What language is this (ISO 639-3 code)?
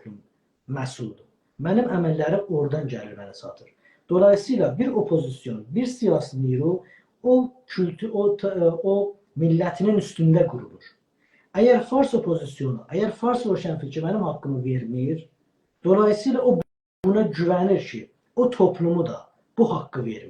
azb